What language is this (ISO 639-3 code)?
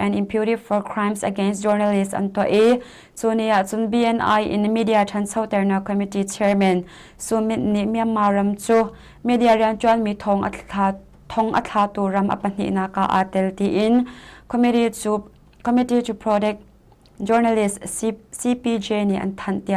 cnh